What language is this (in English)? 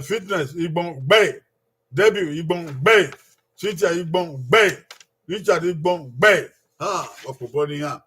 Bini